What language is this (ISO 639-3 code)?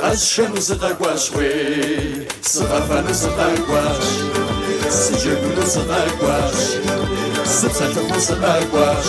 kbd